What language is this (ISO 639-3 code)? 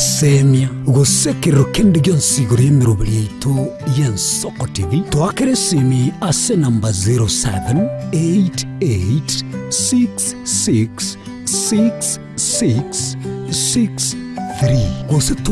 guz